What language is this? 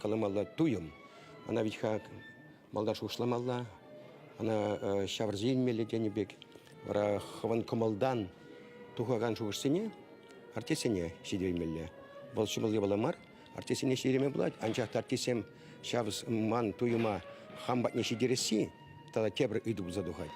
Chuvash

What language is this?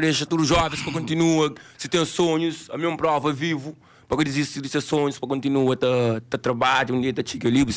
Kabuverdianu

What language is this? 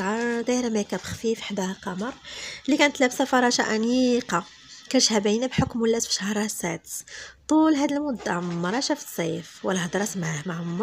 Moroccan Arabic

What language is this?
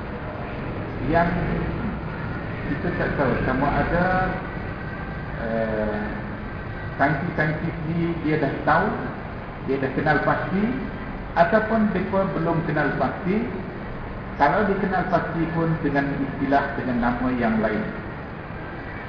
Malay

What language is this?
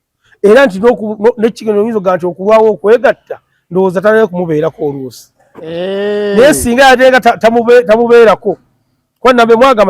Ganda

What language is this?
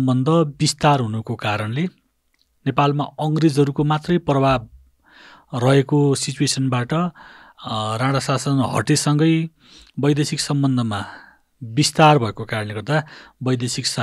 Nepali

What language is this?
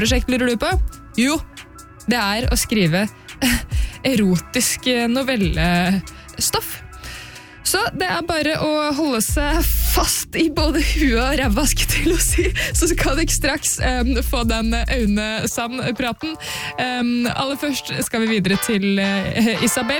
Norwegian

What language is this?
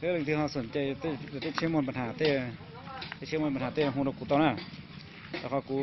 Hmong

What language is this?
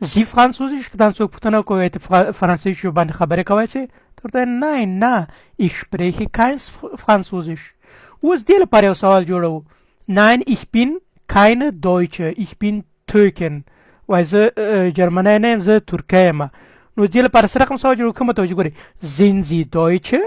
Pashto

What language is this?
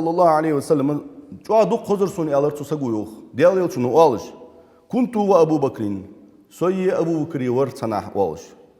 Ingush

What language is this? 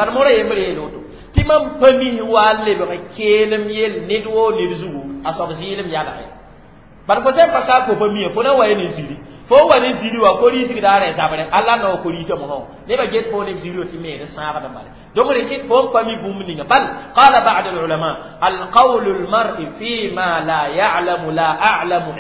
Mossi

